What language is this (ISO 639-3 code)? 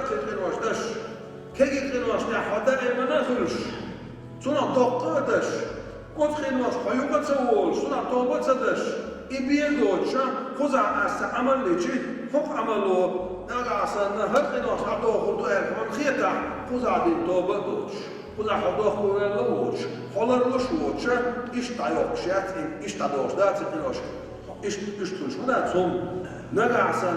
che